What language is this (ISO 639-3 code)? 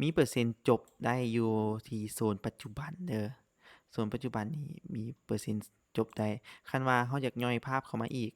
lao